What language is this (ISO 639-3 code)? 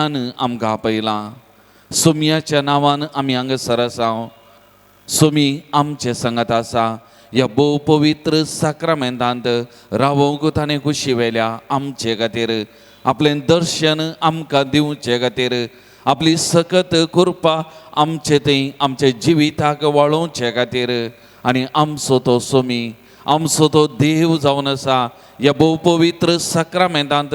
kok